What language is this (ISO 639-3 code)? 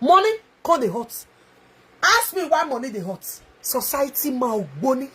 pcm